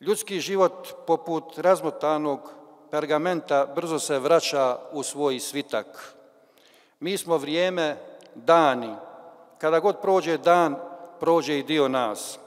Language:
Bosnian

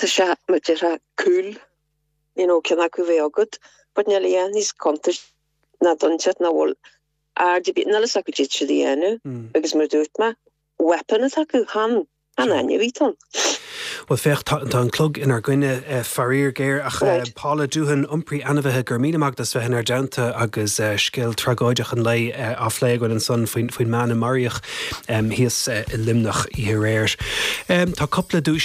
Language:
Irish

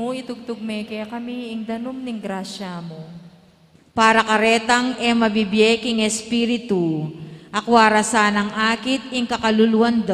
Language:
Pampanga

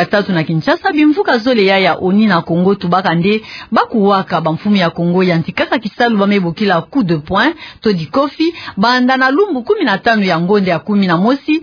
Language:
Kituba (Democratic Republic of Congo)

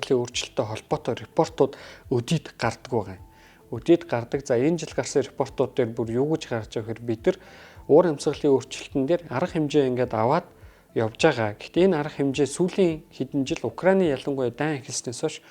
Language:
Mongolian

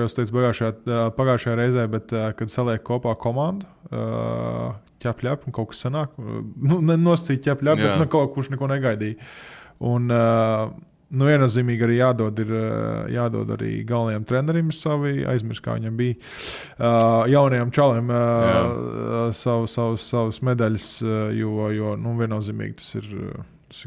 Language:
Latvian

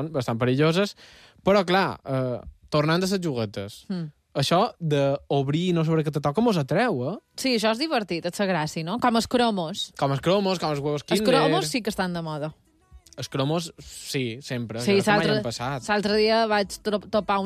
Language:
Catalan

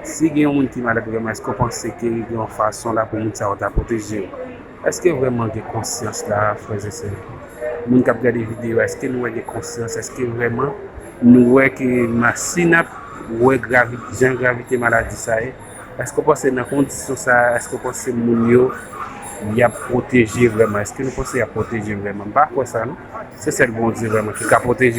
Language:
Haitian Creole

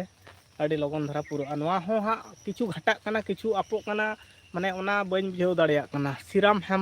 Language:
Santali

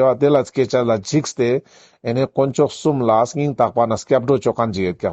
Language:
Ladakhi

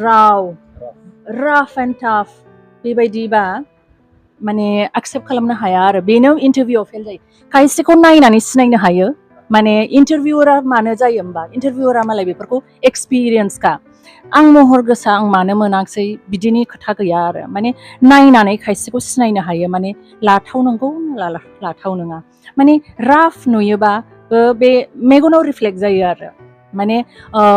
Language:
Bodo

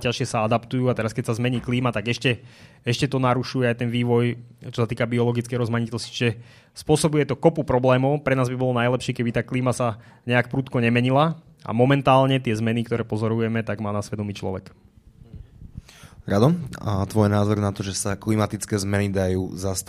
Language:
Slovak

